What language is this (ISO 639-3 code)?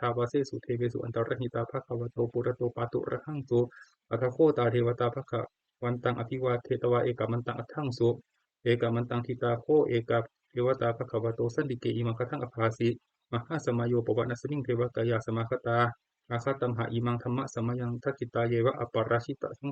pli